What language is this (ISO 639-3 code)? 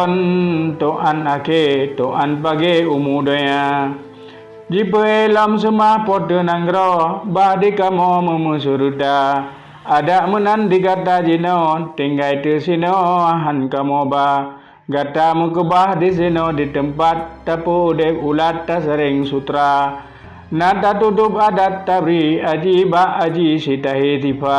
ace